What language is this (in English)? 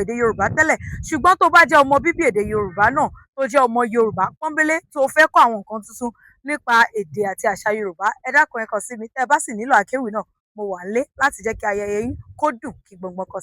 Yoruba